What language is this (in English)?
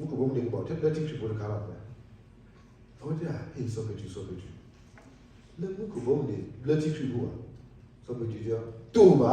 S'gaw Karen